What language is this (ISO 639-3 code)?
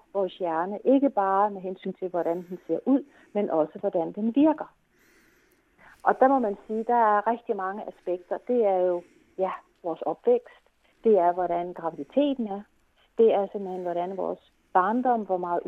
dan